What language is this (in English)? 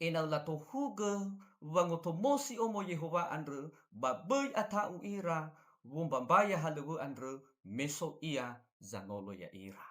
Nias